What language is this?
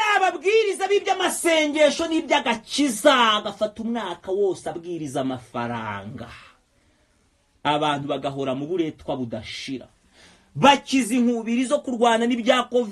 Kinyarwanda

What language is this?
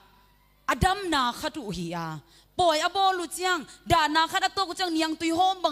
Tedim Chin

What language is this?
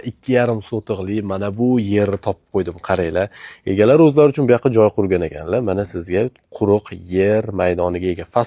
Uzbek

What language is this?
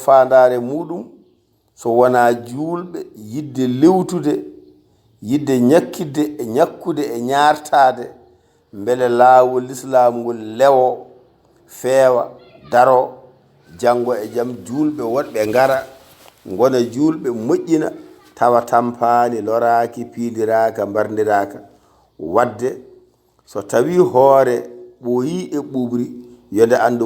Fula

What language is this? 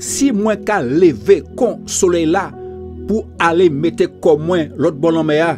Guadeloupean Creole French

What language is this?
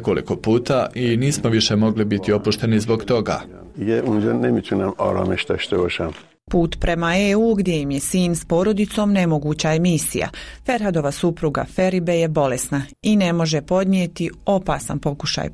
Bosnian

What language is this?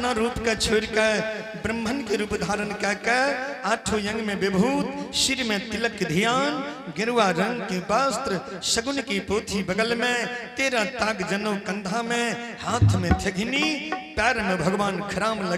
Angika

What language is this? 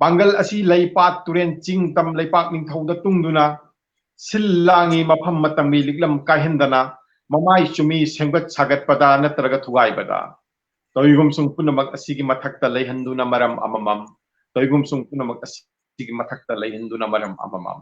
Manipuri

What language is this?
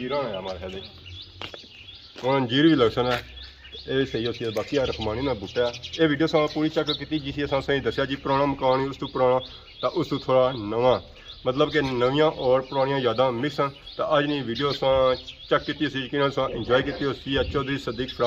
Pahari-Potwari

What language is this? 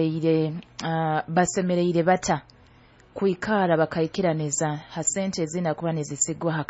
Nyoro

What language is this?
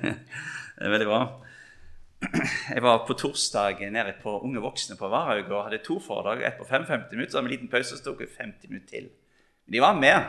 Norwegian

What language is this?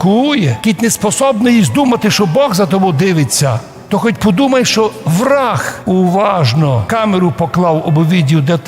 Rusyn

